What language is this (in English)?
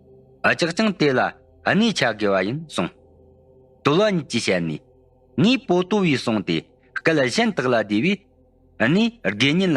Tibetan